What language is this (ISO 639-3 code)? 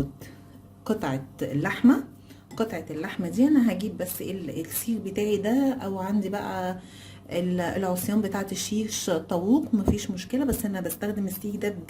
arz